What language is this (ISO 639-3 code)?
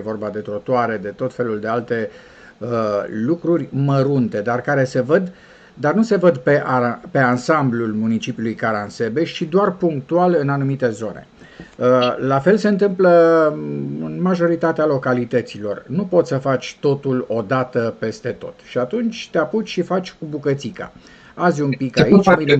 ron